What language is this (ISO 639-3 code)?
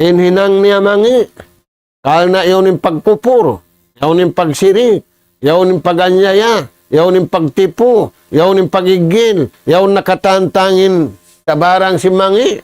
tsg